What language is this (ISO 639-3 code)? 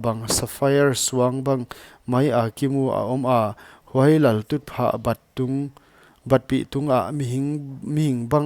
pck